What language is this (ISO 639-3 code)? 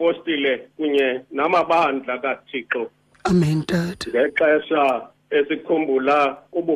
xho